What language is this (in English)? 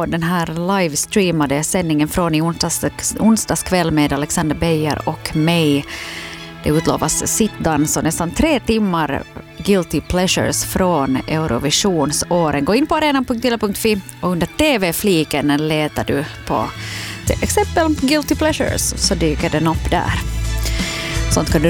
Swedish